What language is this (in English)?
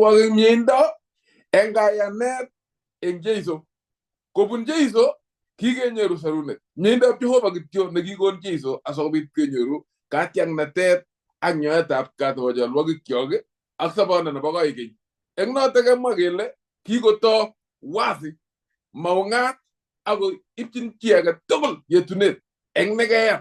Kalenjin